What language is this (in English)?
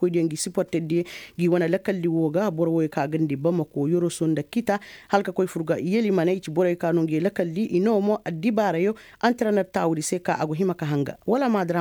Koyraboro Senni